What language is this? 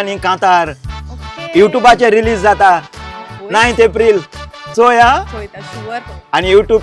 Konkani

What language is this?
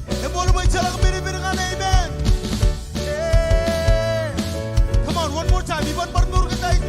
Marshallese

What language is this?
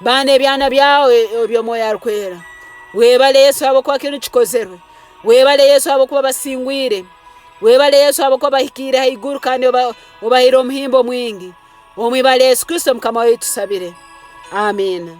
Nyoro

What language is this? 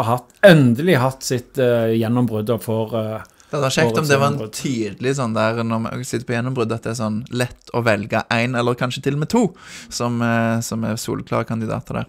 Norwegian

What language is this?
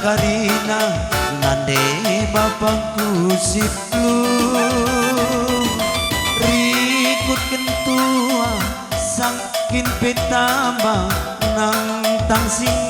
Batak Karo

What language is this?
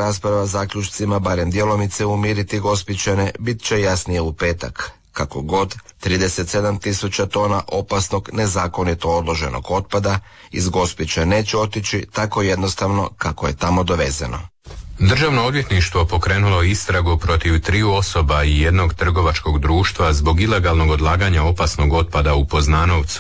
Croatian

